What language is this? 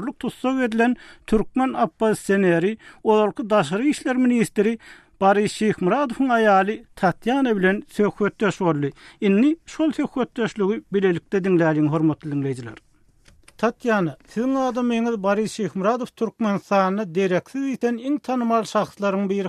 Turkmen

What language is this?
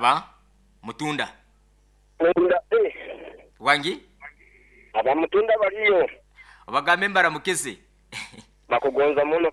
Nyoro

